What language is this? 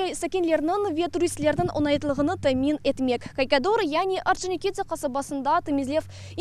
Crimean Tatar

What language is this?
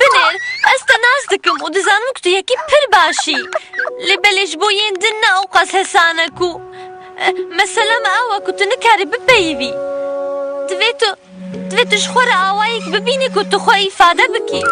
Kurdish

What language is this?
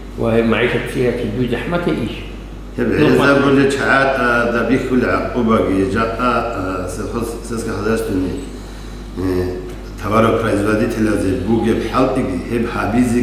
Avaric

